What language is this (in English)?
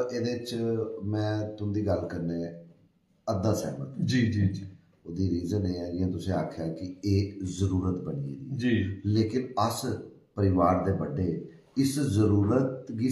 Dogri